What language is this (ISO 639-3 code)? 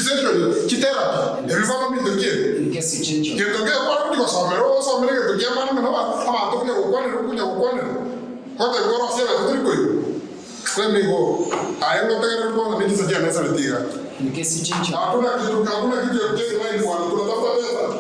guz